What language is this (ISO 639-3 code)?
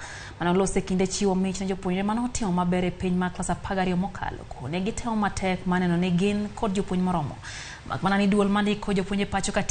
luo